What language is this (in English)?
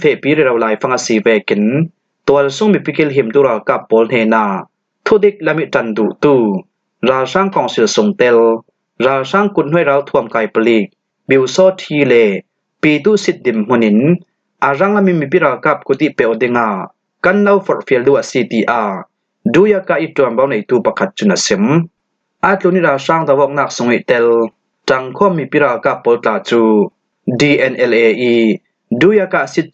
Falam Chin